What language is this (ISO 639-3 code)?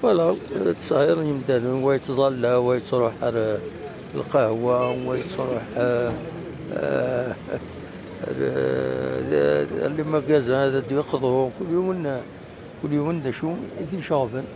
kab